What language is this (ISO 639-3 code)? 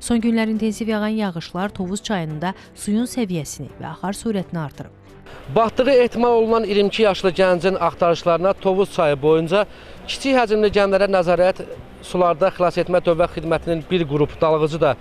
aze